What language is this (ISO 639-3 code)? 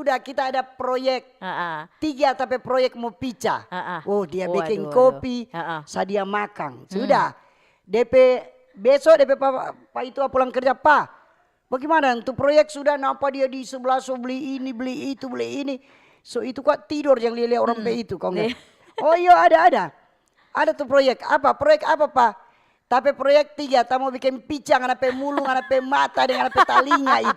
xmm